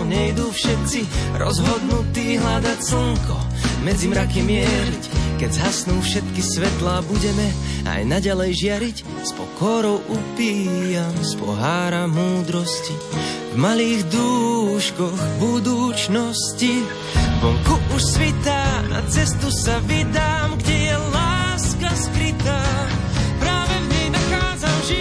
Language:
Slovak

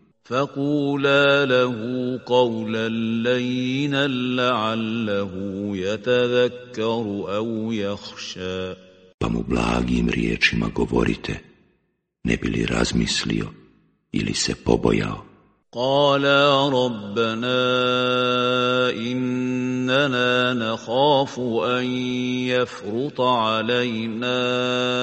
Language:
Bosnian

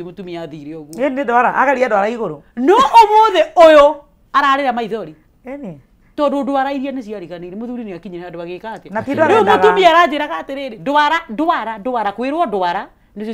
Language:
Kikuyu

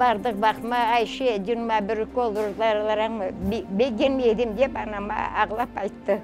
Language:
Crimean Tatar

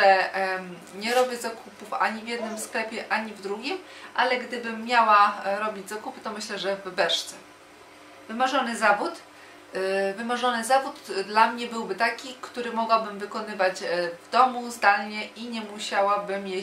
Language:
Polish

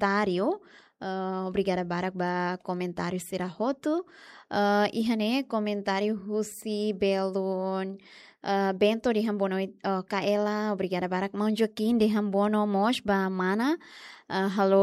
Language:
Tetum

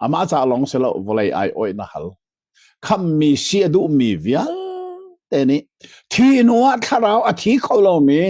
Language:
Hakha Chin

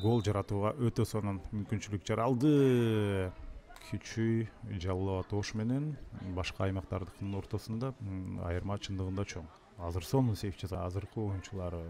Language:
Kyrgyz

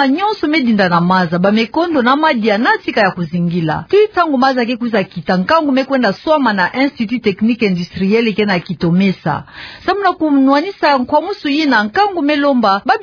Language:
Kituba (Democratic Republic of Congo)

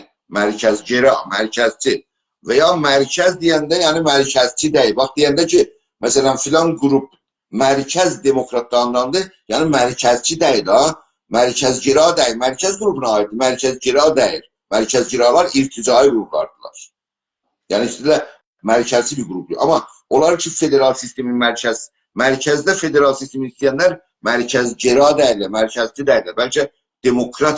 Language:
South Azerbaijani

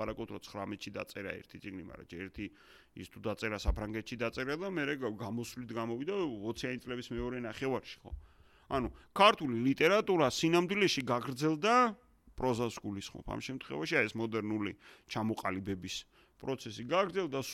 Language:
Georgian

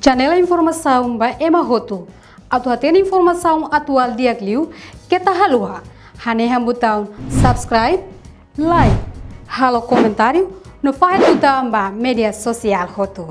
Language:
Tetum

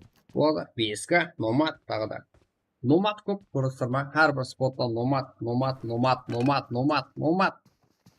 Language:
Kara-Kalpak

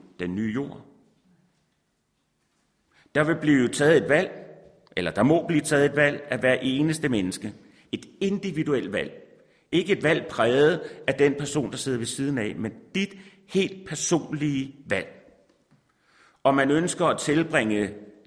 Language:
Danish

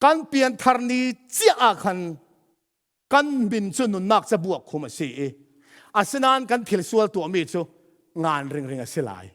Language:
Falam Chin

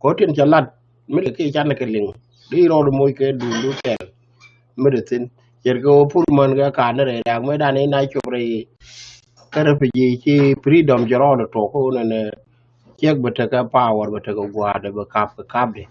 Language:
Nuer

